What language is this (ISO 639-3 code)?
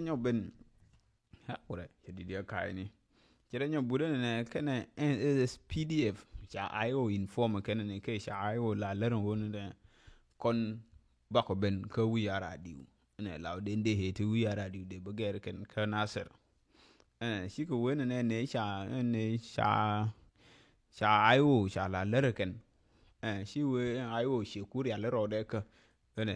nus